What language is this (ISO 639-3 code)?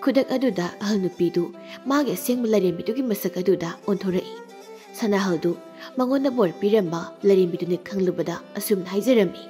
mni